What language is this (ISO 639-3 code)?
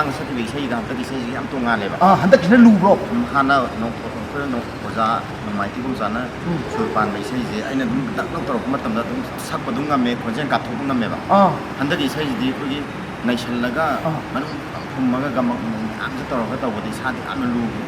mni